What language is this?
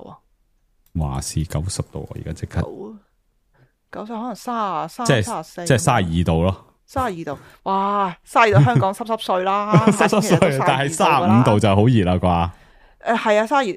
Cantonese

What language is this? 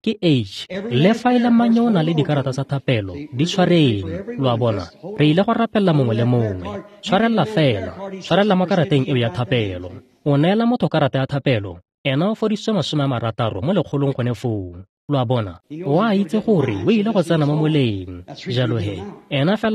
Tswana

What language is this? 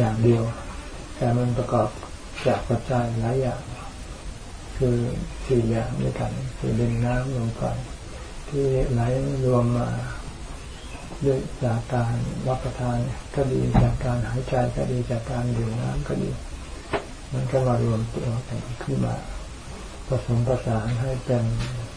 Thai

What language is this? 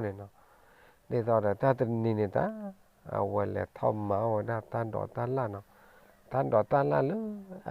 S'gaw Karen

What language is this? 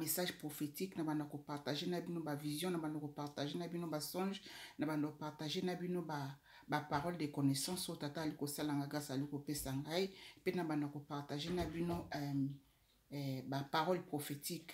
Lingala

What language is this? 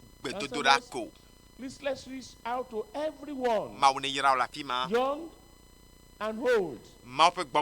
Ewe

